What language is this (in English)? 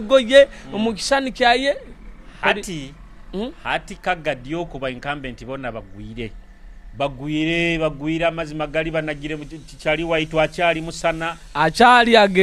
Nyoro